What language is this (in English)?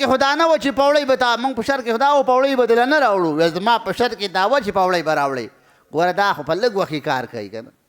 Pashto